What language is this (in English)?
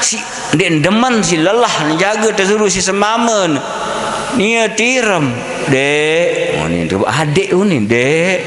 Sasak